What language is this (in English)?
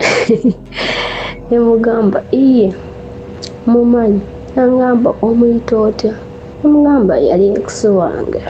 Ganda